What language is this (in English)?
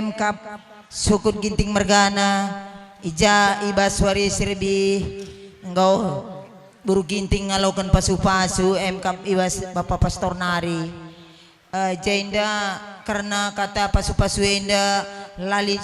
Batak Karo